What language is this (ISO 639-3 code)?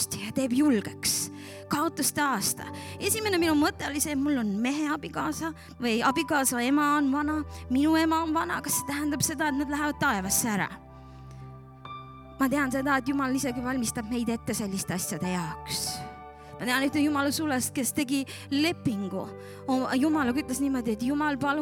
est